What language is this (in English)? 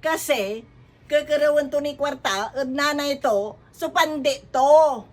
Pangasinan